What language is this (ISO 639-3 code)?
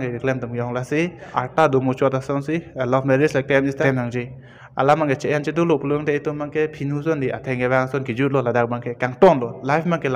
mjw